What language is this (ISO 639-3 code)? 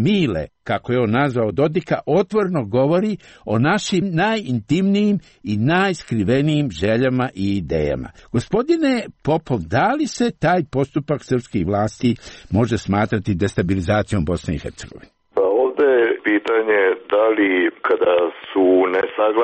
srp